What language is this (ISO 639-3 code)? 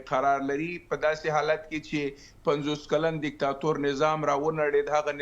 pus